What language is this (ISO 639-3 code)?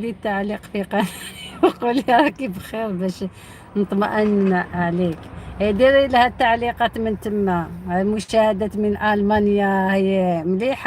arq